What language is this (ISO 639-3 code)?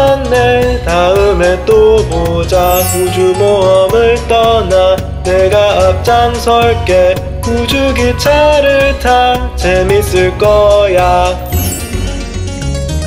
kor